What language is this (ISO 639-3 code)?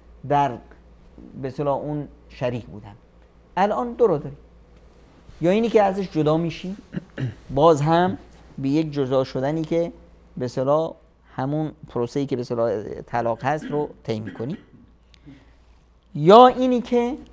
fas